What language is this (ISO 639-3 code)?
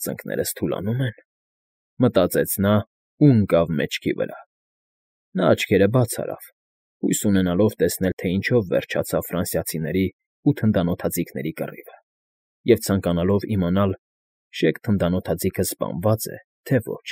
hye